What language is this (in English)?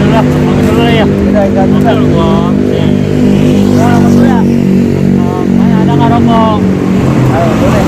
Betawi